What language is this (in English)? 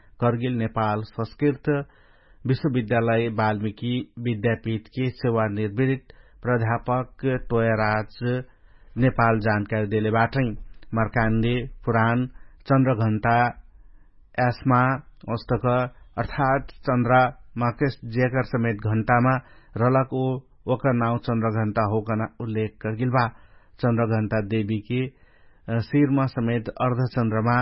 Dangaura Tharu